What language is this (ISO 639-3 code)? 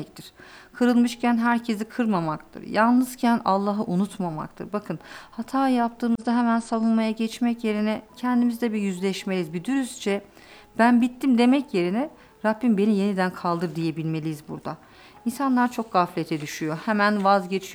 tur